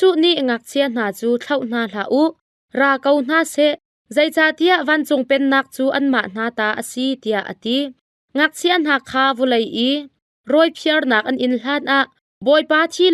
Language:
Hakha Chin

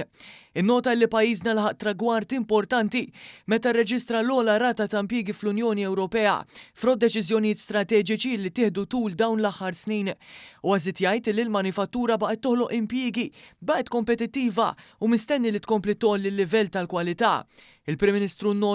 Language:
Maltese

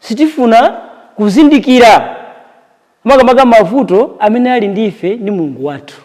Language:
Nyanja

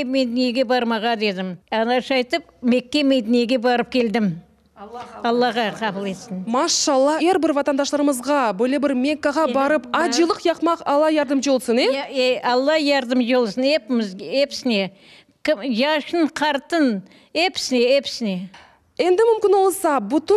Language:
Crimean Tatar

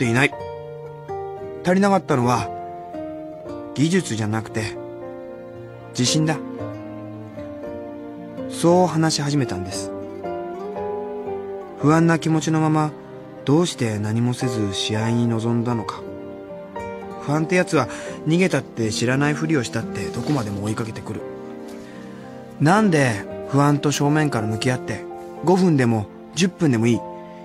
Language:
Japanese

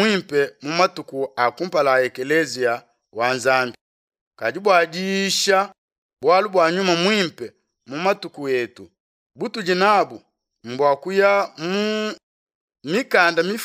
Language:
Luba-Lulua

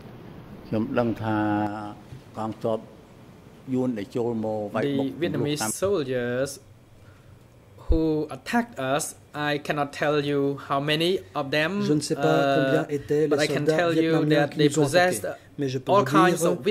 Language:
French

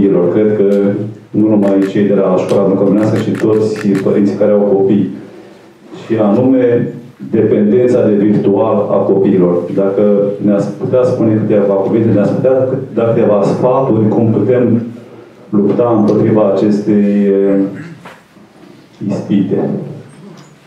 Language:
Romanian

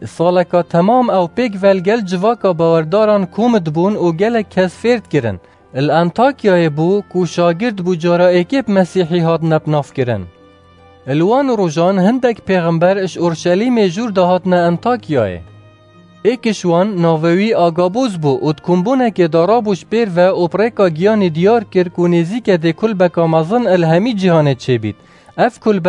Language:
Kurdish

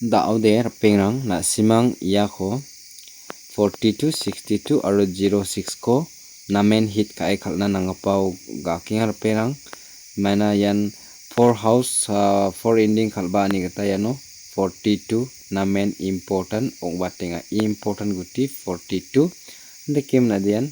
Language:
Garo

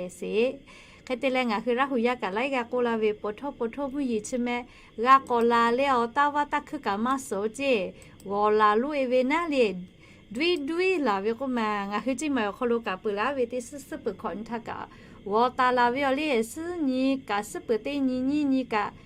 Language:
Lahu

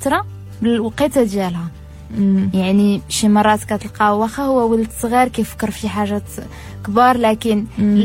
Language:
Moroccan Arabic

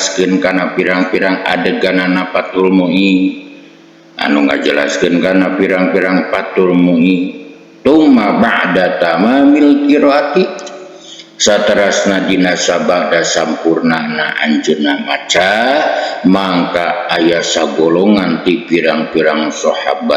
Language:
Sundanese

